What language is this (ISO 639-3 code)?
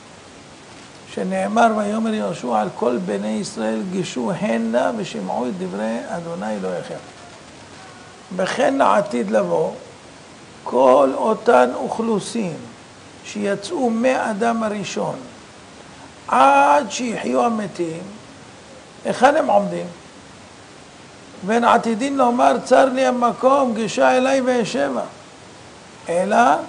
heb